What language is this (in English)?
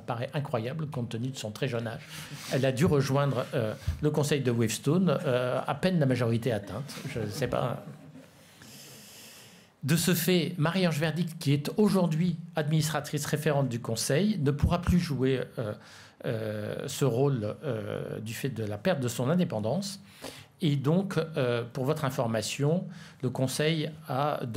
French